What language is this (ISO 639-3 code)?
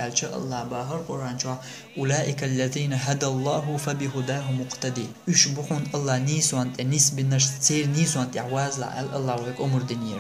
che